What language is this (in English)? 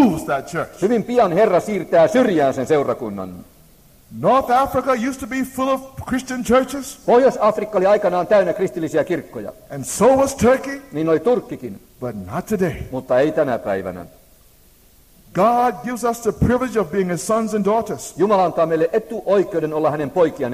Finnish